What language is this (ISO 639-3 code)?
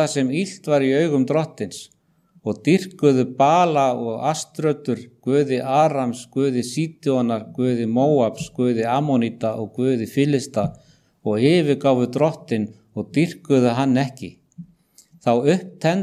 isl